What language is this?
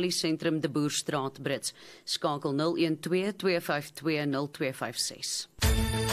Afrikaans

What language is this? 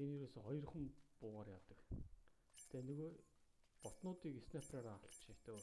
Mongolian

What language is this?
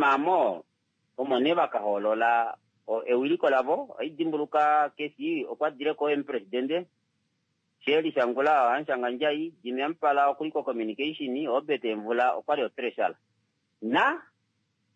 Kuanyama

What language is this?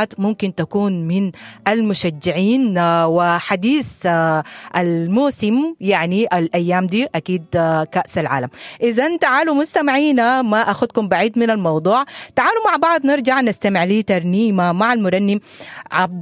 Sudanese Arabic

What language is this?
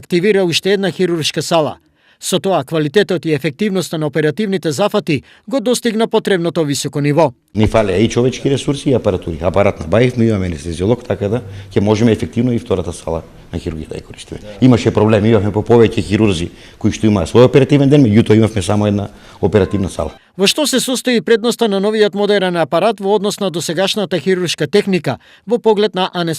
Macedonian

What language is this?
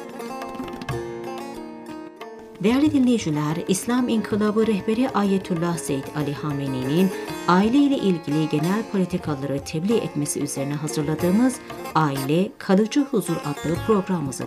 Turkish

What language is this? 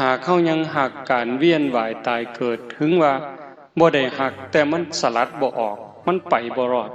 Northeastern Thai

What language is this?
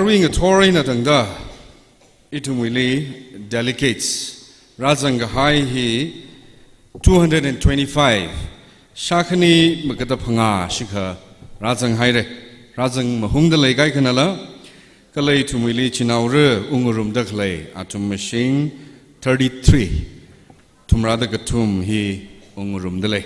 Tangkhul Naga (India)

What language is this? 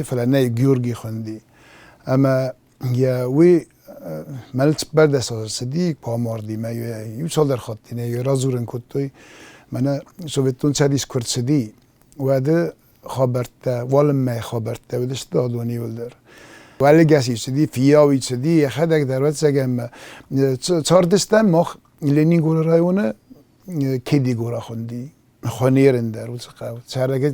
Ossetic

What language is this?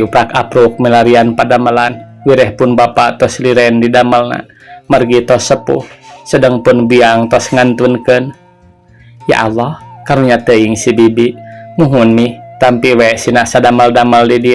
Sundanese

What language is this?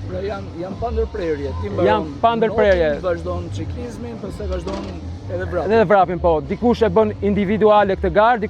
Albanian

